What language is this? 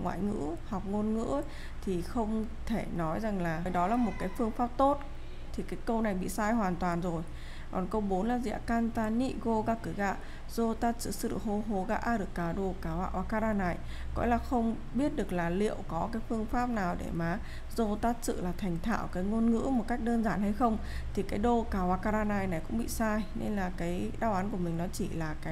Vietnamese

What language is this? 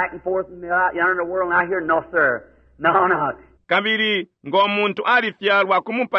Bemba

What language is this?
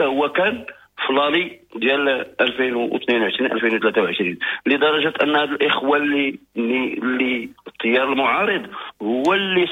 Moroccan Arabic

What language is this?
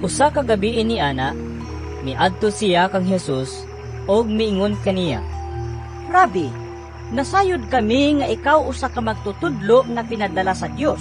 Cebuano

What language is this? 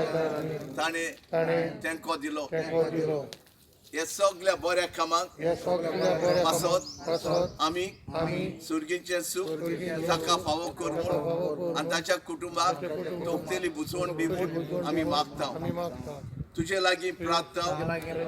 Konkani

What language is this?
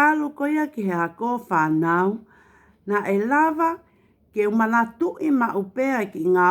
Tongan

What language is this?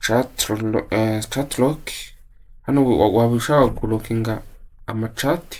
Kinyarwanda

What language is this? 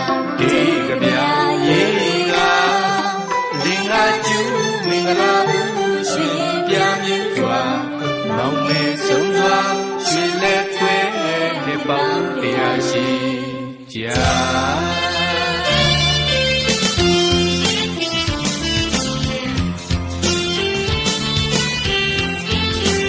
Burmese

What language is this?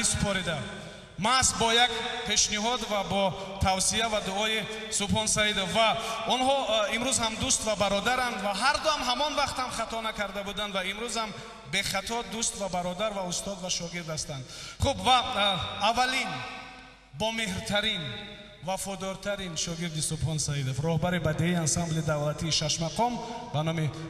Tajik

